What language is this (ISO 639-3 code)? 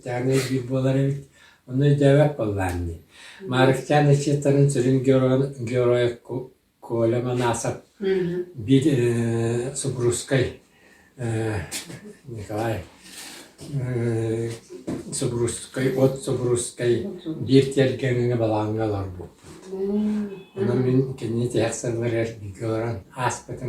sah